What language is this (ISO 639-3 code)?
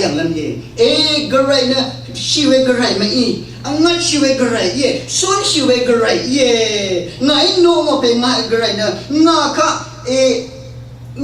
raw